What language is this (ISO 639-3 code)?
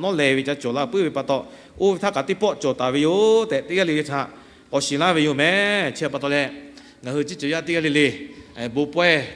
lhu